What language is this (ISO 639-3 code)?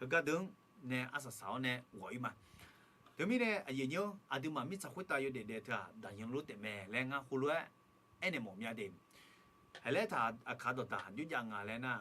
ahk